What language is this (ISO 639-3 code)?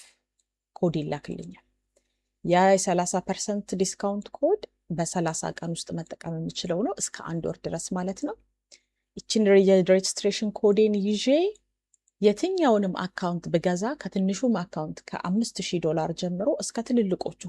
amh